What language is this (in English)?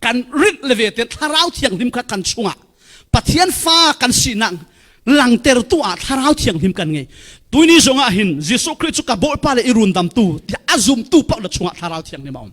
Falam Chin